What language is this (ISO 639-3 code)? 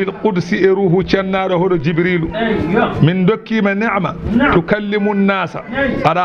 ful